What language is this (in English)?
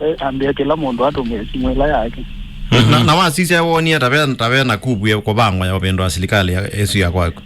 Kamba